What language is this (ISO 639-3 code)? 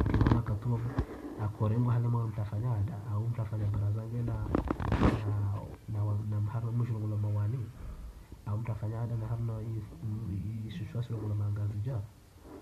swa